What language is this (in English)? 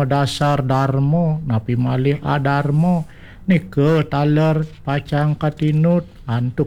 Balinese